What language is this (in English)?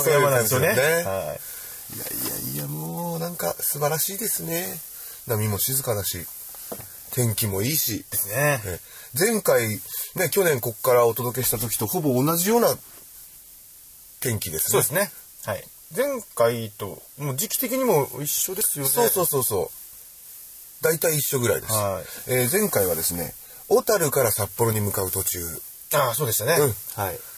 Japanese